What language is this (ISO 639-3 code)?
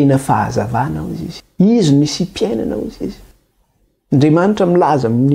mlg